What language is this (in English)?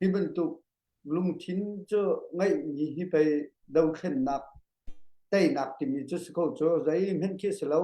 Hakha Chin